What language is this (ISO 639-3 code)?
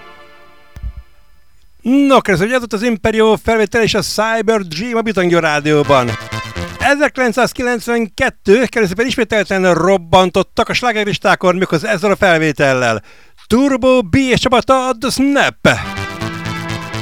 hun